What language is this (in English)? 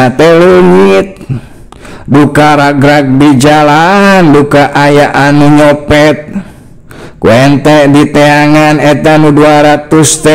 Sundanese